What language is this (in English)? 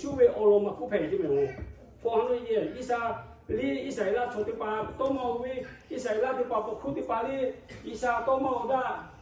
Lahu